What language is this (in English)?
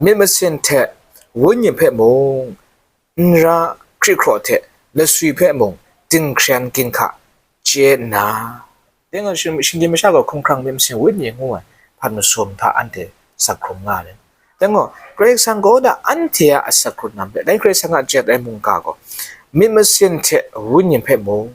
Kachin